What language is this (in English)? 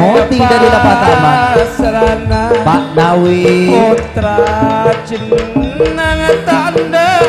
Madurese